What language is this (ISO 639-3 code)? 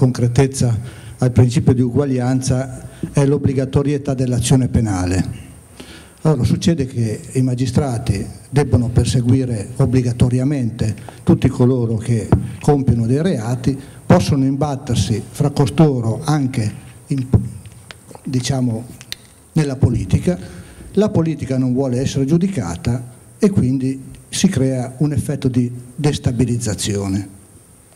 ita